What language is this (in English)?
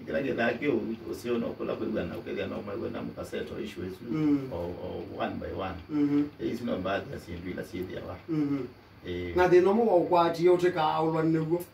Kamba